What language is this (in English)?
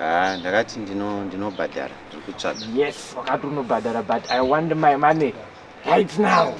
Shona